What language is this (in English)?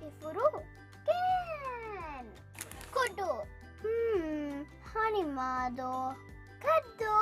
Divehi